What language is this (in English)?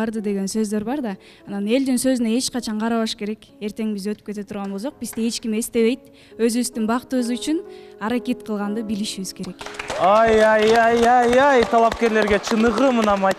Kyrgyz